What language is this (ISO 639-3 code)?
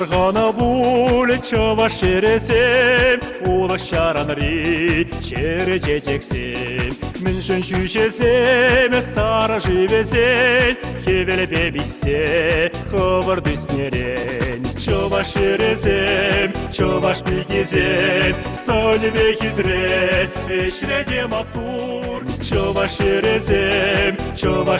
chv